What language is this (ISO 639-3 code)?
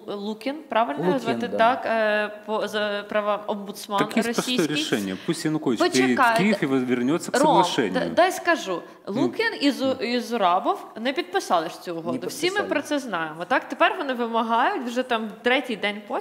rus